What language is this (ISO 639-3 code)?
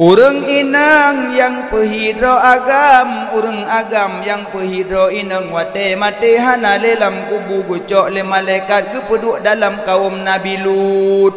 ace